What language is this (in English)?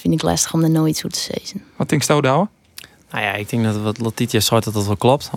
Western Frisian